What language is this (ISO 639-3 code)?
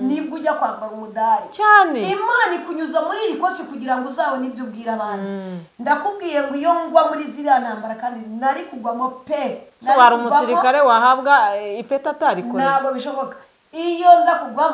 kin